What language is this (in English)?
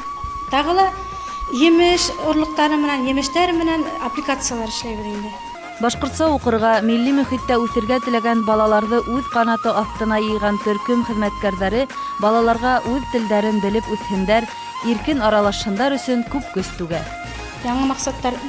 Bashkir